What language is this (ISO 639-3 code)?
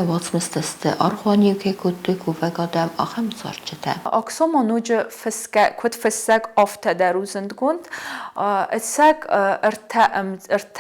oss